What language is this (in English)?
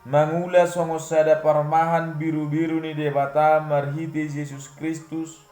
Batak Toba